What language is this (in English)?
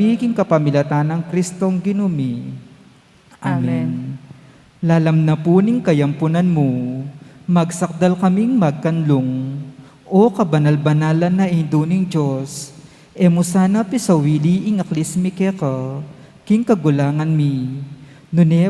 Pampanga